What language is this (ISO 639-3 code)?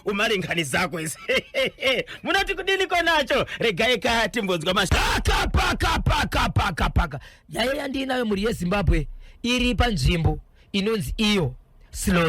sna